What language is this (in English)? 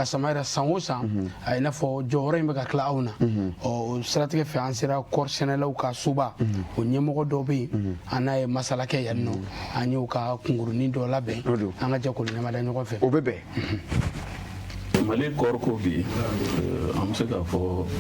Bambara